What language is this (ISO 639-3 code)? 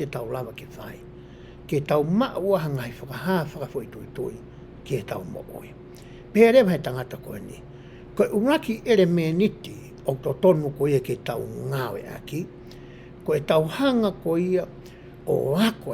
ton